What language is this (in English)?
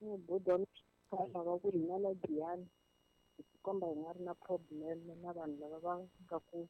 Tsonga